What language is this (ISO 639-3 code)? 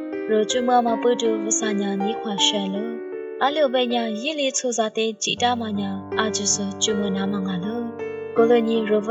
lis